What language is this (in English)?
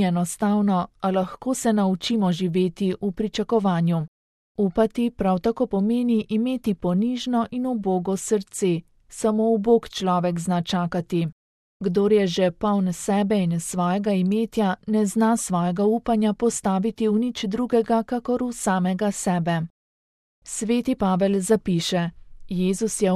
Slovenian